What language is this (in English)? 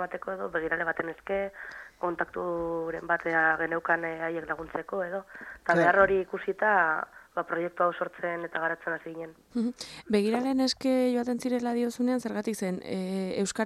Basque